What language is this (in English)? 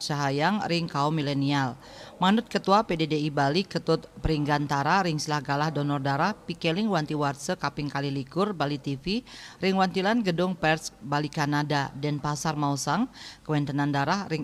Balinese